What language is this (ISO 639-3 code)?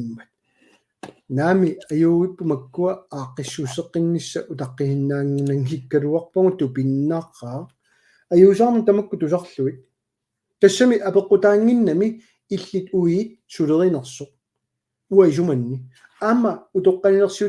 kal